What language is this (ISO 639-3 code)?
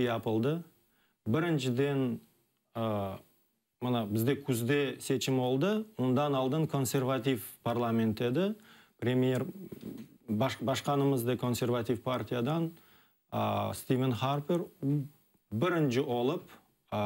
crh